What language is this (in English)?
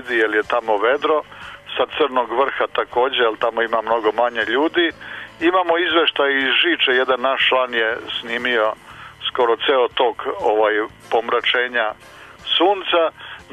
Serbian